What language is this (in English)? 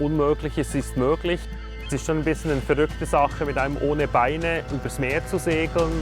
Swiss German